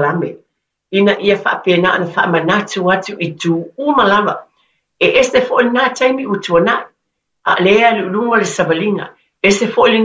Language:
Samoan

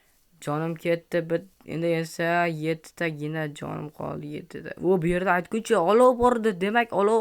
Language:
Uzbek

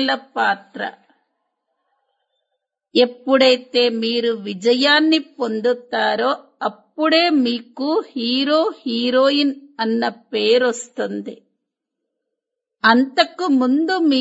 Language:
Telugu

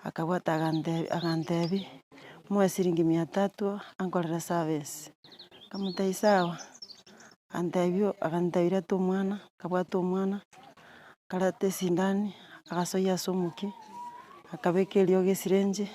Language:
Gusii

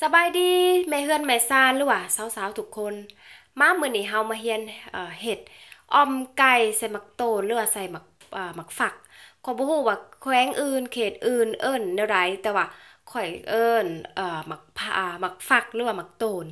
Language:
Lao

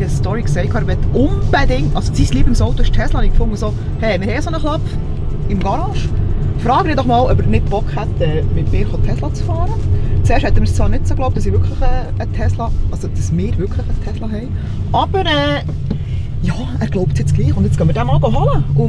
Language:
Swiss German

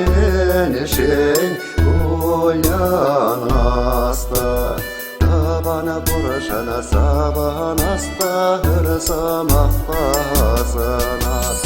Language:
Chuvash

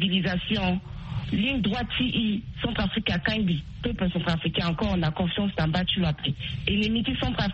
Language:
Sango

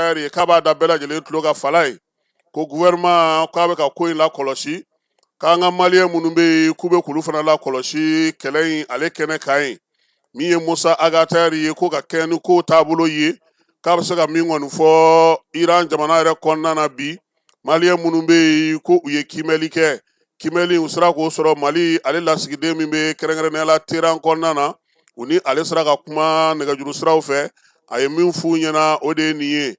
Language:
Bambara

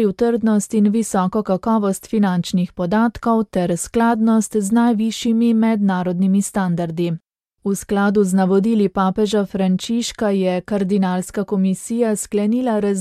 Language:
Slovenian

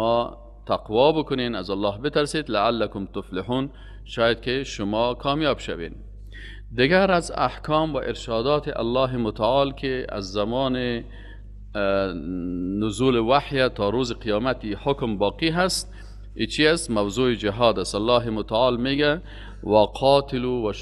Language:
Persian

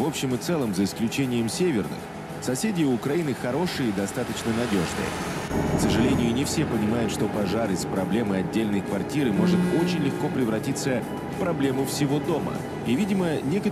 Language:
Russian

